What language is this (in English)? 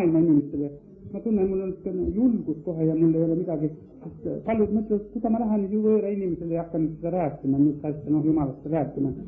Estonian